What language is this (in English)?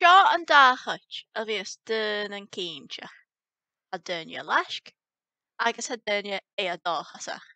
Scottish Gaelic